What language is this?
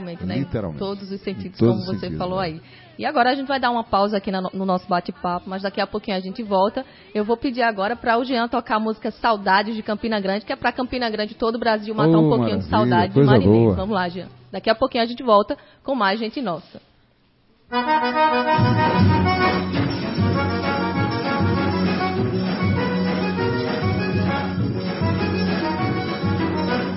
Portuguese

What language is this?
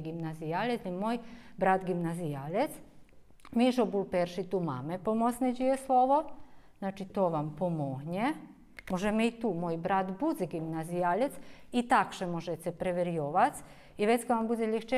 Rusyn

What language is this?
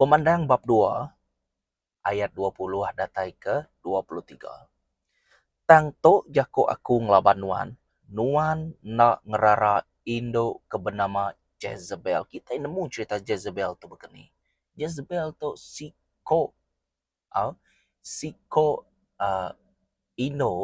Iban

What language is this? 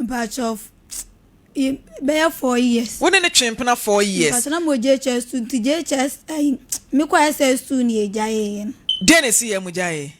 Akan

